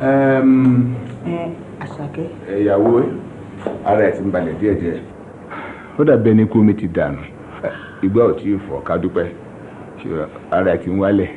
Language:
Yoruba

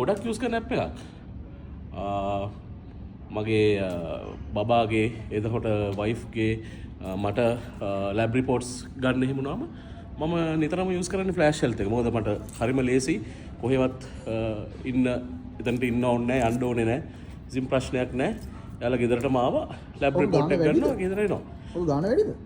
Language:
Sinhala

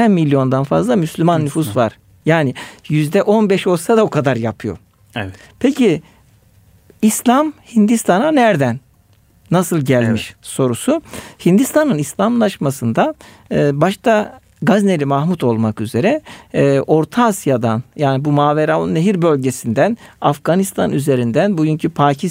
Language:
Turkish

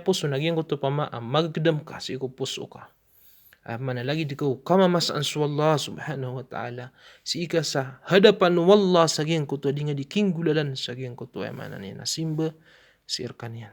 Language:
Maranao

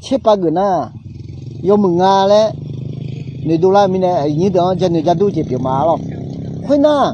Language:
Akha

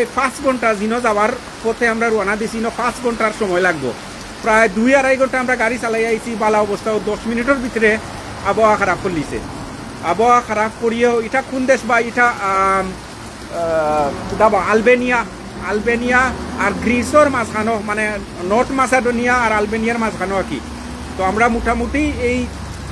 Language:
Sylheti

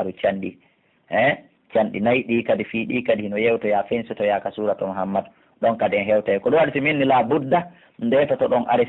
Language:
Pular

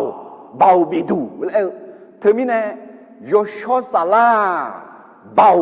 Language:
Akha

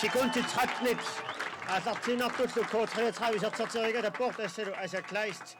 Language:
Kalaallisut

